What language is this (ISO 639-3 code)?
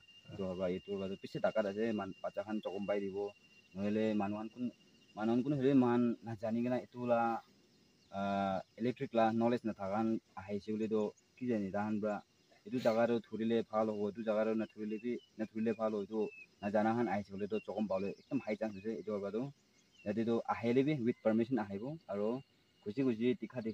nag